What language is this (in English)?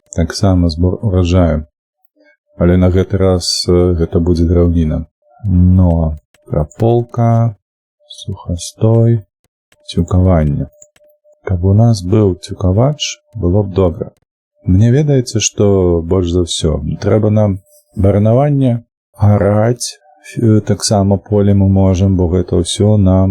Belarusian